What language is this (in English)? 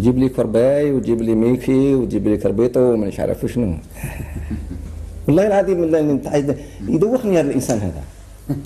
Algerian Arabic